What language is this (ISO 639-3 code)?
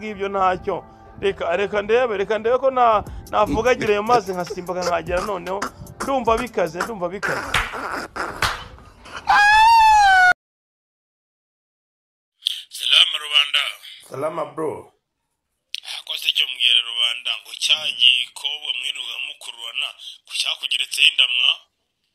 kin